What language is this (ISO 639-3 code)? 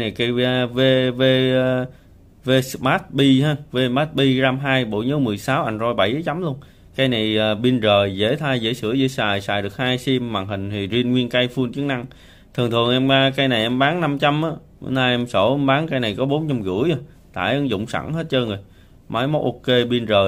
vie